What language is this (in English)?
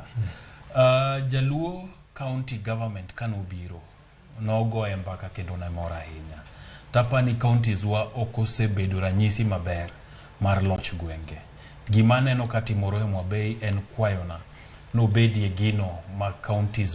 Luo (Kenya and Tanzania)